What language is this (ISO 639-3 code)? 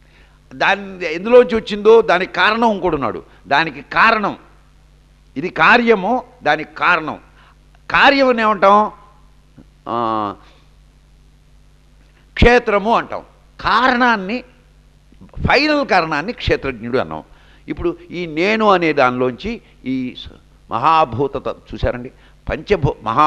tel